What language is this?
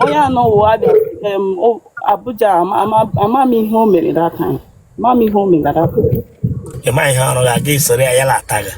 Igbo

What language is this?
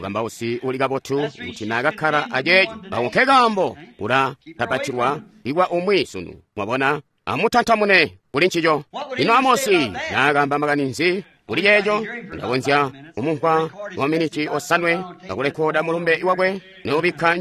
Tonga (Zambia)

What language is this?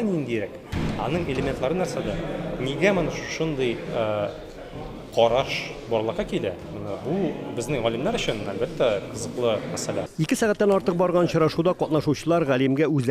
Tatar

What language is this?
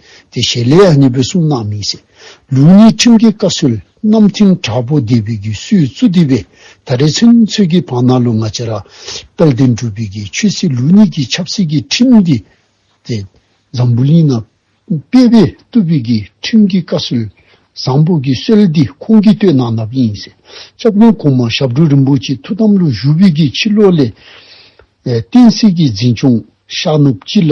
Dzongkha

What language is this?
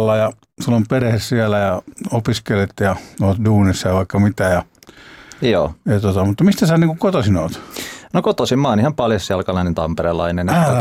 Finnish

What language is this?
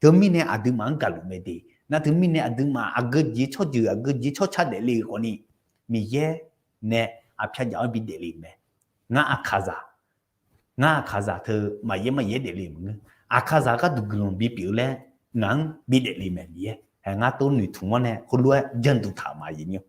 Akha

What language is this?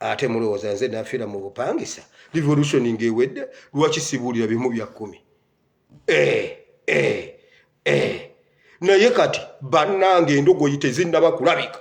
Ganda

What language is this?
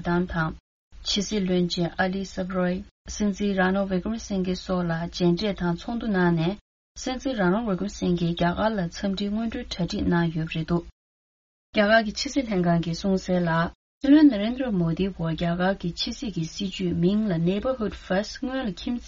Tibetan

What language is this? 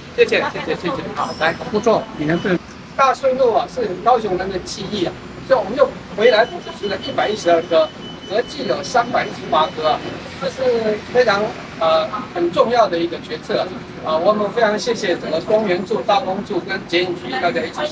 Chinese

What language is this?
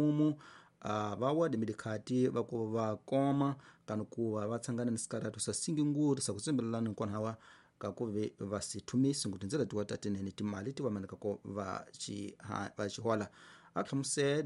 Tsonga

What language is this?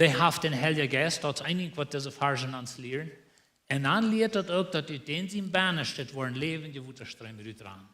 Plautdietsch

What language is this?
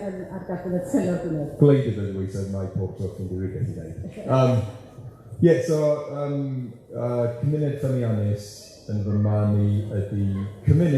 Welsh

